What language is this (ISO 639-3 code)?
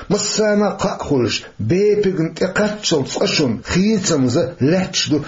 che